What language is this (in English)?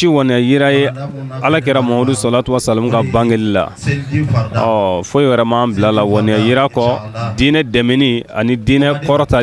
Bambara